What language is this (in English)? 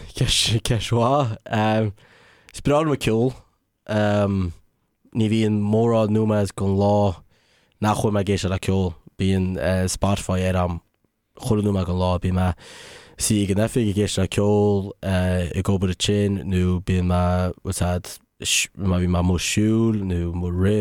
Irish